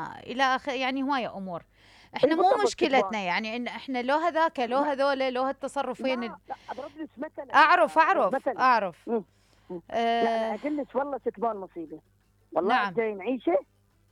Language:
Mesopotamian Arabic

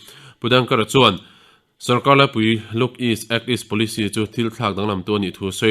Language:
Mizo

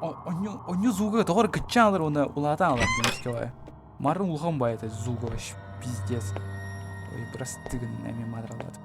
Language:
Yakut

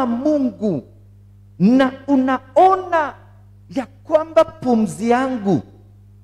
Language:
Swahili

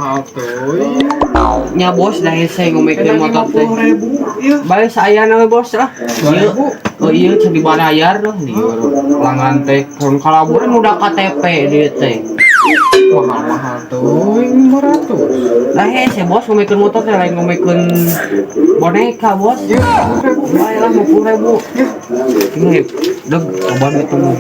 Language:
Sundanese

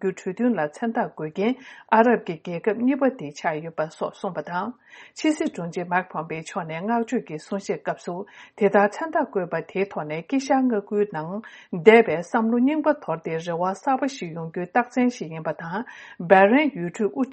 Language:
Tibetan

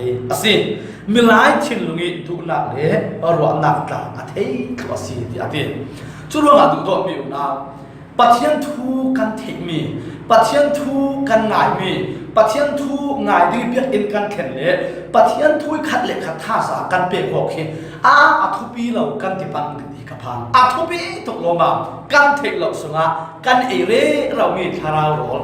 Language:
Falam Chin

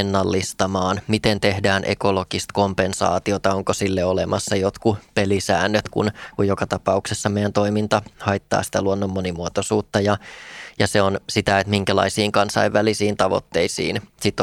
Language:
Finnish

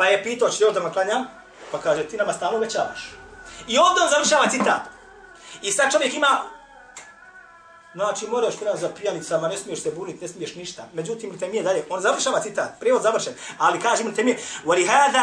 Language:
Bosnian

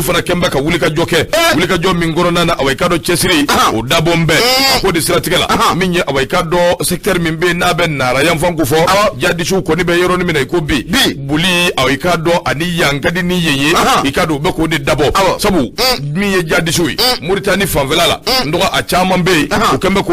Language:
Bambara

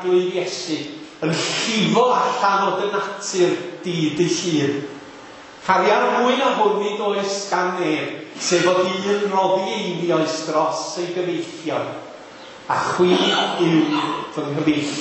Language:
Welsh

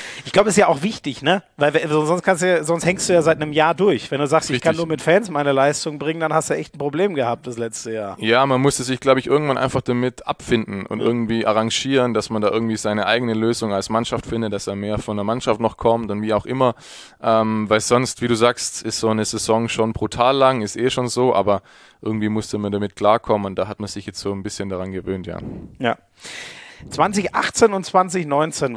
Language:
German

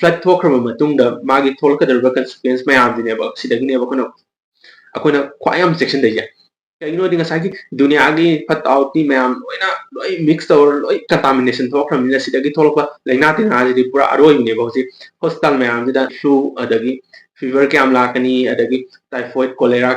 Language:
Manipuri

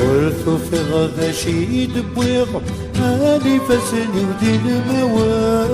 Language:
Kabyle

